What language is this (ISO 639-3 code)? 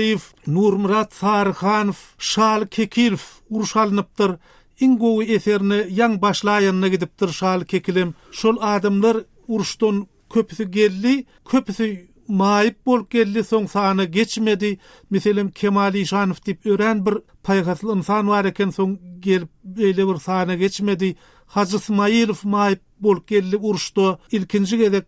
tuk